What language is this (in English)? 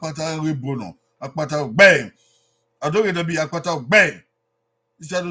Bini